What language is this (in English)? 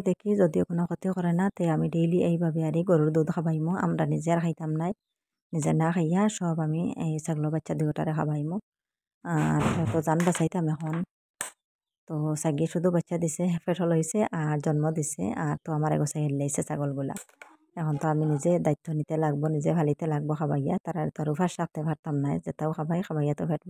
Bangla